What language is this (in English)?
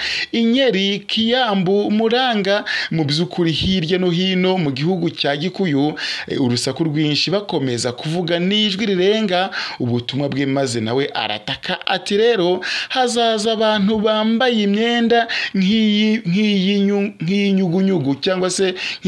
Kinyarwanda